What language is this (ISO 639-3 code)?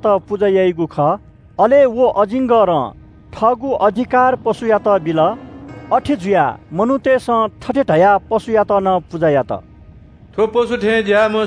new